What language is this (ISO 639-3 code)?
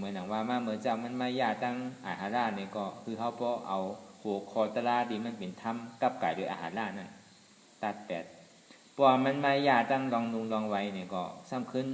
shn